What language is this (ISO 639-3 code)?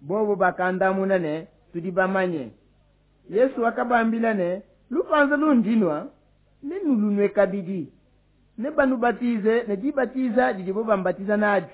lua